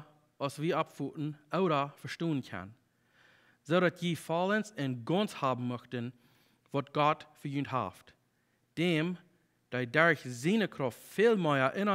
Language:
Plautdietsch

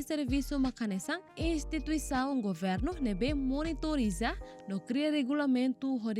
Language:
Tetum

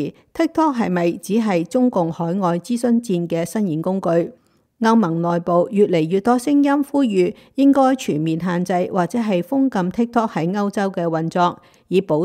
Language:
Cantonese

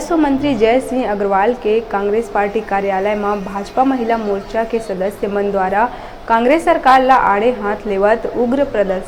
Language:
Chhattisgarhi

